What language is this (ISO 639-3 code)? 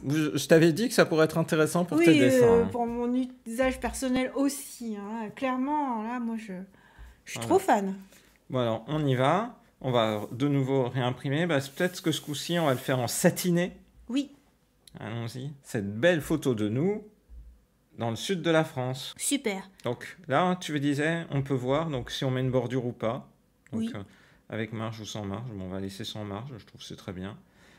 fra